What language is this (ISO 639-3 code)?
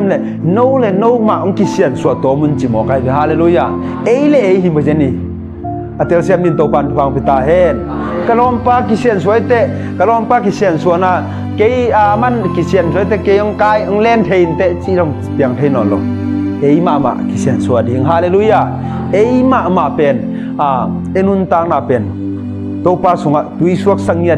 ctd